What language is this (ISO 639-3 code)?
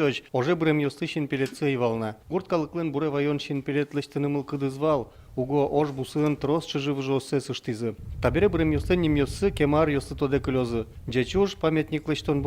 udm